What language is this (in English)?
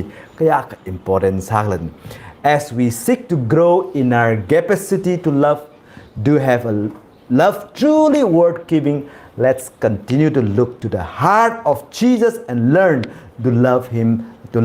Tangkhul Naga (India)